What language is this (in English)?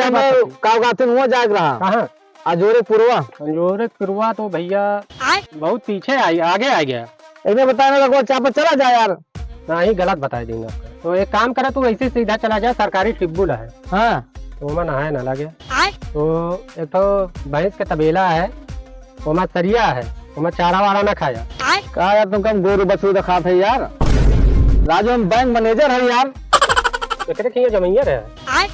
Awadhi